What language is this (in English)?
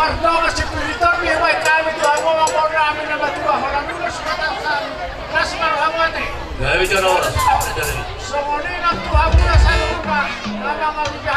Batak Toba